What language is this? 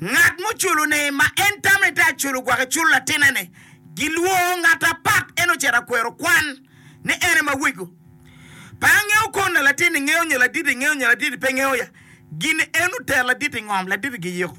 Acoli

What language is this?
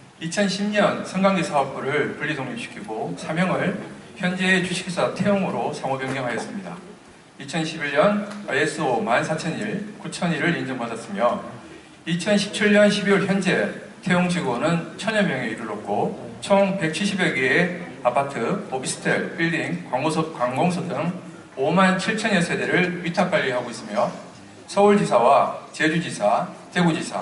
Korean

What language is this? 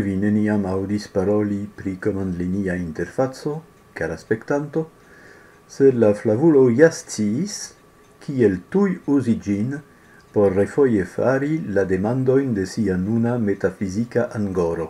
Esperanto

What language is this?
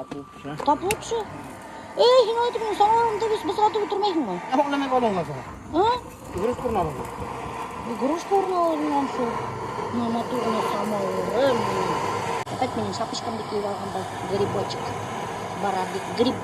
Bashkir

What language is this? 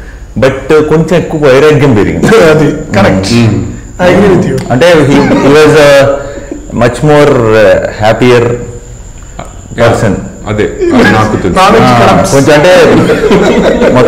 Telugu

